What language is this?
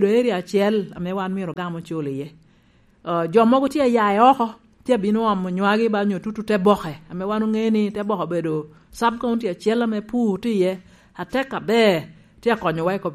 Lango (Uganda)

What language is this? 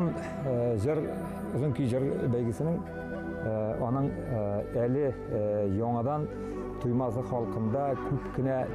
Bashkir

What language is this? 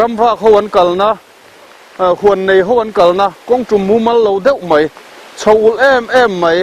Mizo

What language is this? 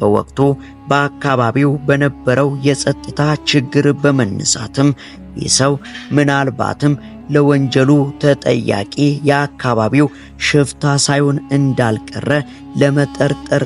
Amharic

